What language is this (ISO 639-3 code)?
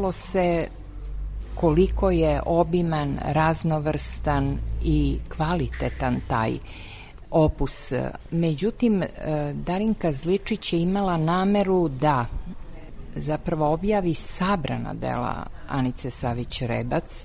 srp